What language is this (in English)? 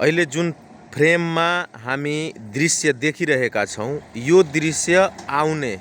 Nepali